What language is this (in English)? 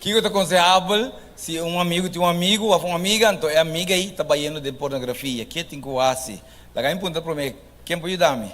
Papiamento